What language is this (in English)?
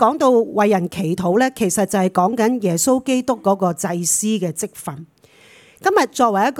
Cantonese